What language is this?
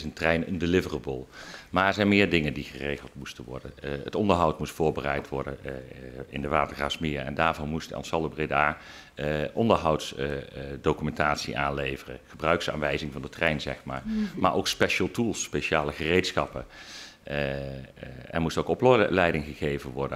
Dutch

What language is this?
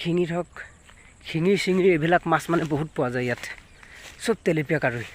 Assamese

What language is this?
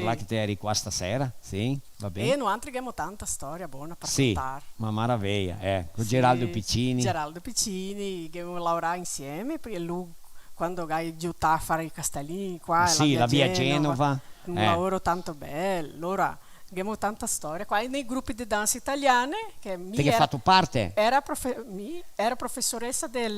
Venetian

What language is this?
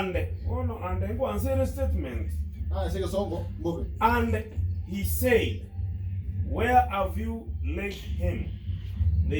Gusii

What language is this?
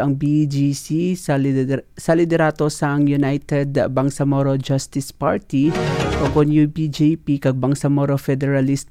Hiligaynon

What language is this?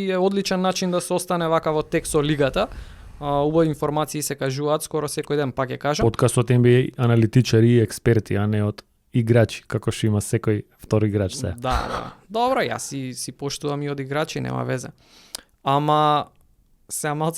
Macedonian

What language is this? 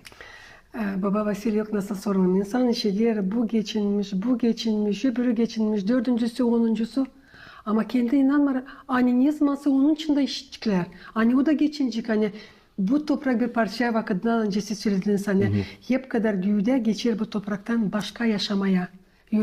Gagauz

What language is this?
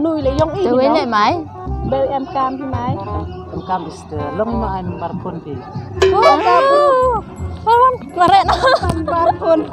Khasi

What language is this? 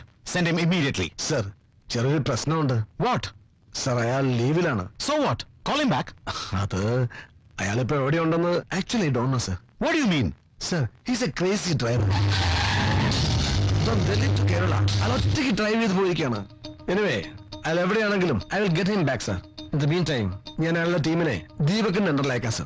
Malayalam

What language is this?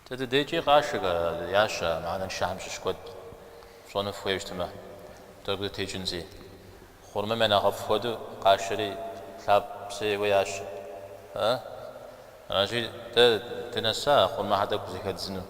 Kabardian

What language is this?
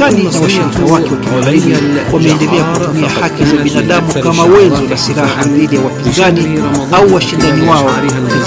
Swahili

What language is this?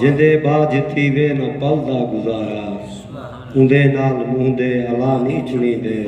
Saraiki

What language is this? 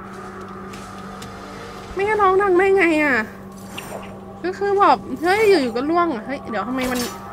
Thai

